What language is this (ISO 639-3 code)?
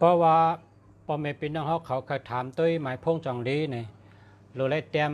shn